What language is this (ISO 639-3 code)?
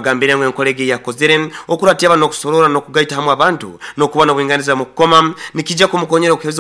nyo